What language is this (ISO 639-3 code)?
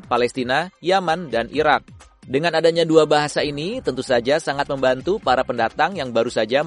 ind